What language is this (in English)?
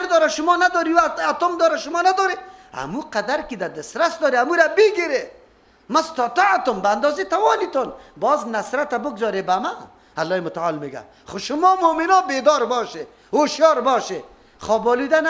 Persian